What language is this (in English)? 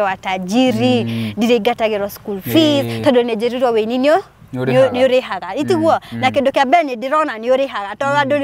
Kikuyu